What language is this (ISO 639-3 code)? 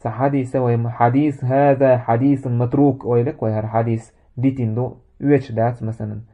che